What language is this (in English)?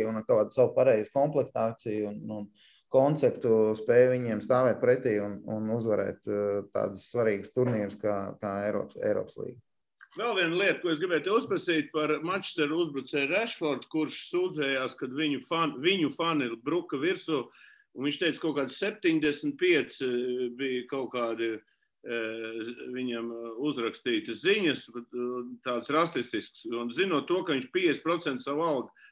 Latvian